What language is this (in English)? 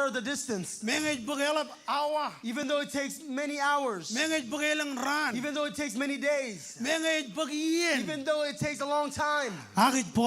Marshallese